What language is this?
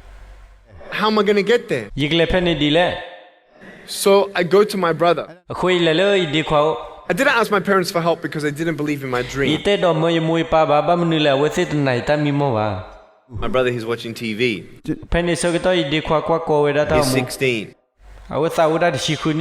S'gaw Karen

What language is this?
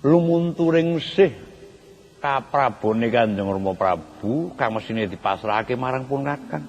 Javanese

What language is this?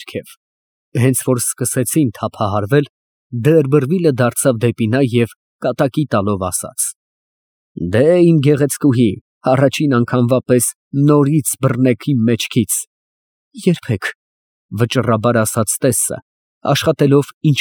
Armenian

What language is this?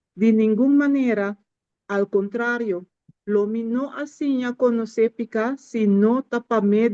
Papiamento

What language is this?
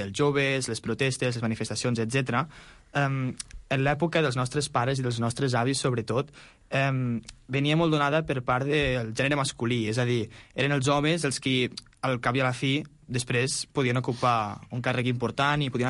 Catalan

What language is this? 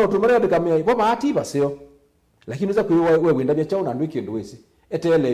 Kamba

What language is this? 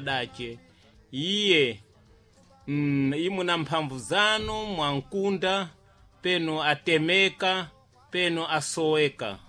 Sena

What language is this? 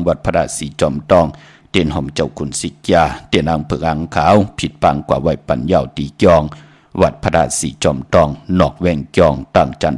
Shan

